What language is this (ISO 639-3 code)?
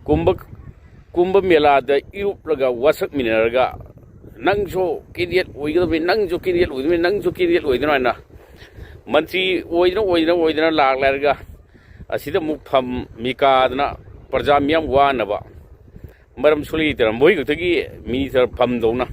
mni